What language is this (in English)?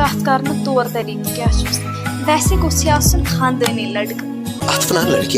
Kashmiri